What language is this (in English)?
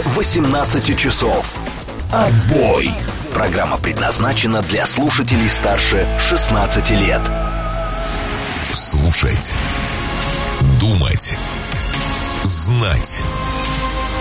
Russian